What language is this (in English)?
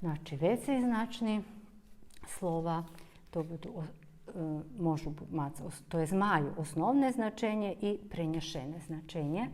Rusyn